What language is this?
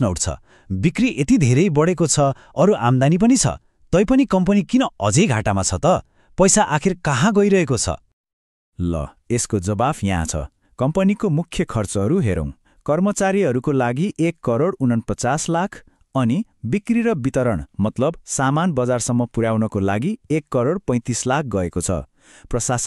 Nepali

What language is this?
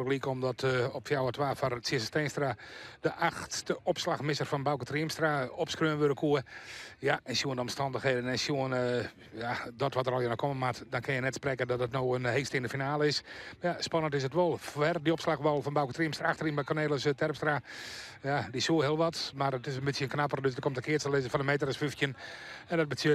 Western Frisian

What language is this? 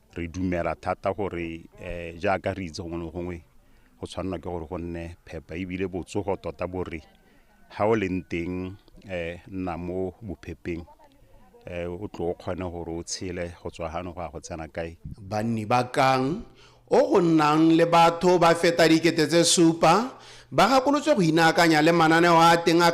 Tswana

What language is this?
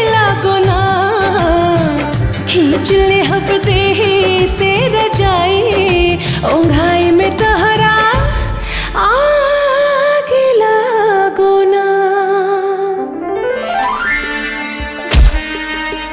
Bhojpuri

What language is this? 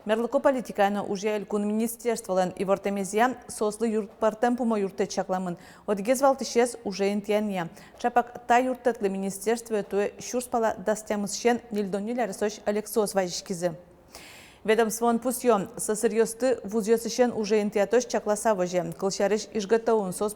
Udmurt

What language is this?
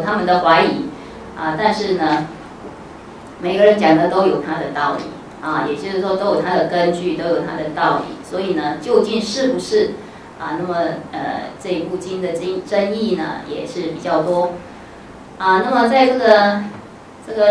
Chinese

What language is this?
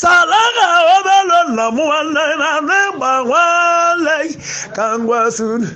Igbo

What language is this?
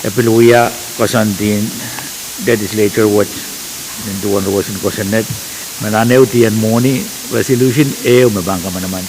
Pohnpeian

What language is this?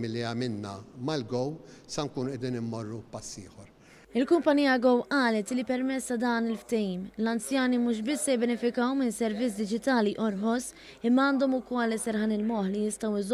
Maltese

